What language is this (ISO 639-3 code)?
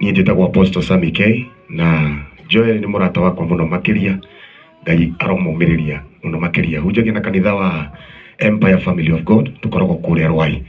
kik